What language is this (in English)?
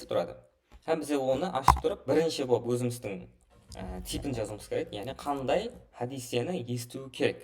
Kara-Kalpak